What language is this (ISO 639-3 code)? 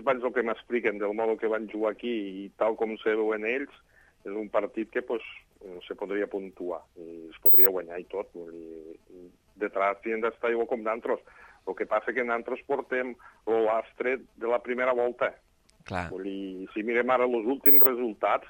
cat